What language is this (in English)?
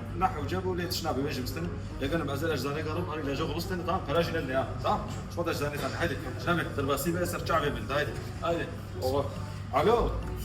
Kurdish